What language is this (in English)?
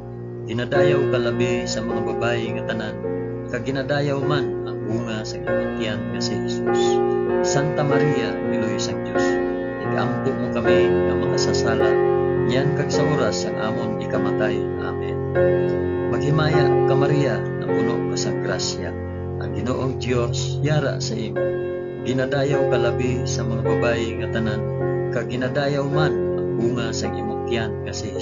Hiligaynon